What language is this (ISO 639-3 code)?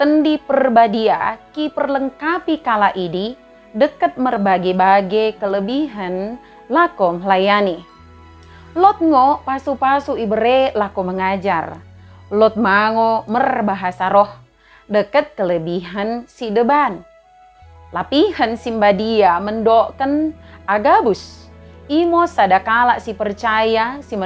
btd